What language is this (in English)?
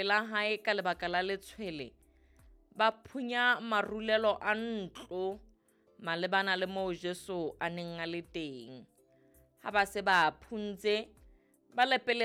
Southern Sotho